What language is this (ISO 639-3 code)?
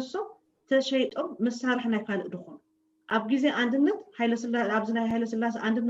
tir